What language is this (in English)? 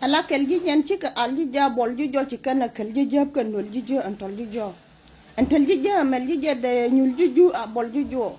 Nuer